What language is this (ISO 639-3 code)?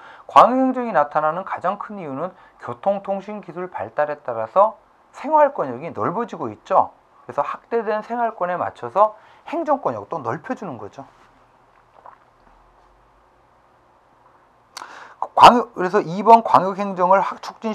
kor